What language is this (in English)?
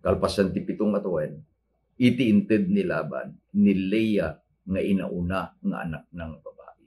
Iloko